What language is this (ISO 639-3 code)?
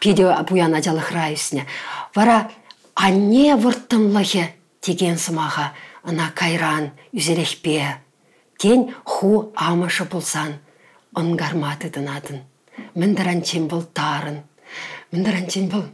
chv